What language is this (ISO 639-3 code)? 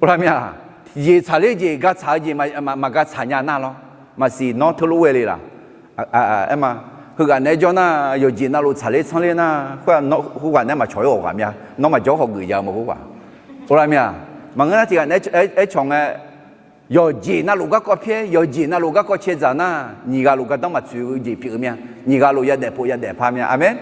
ahk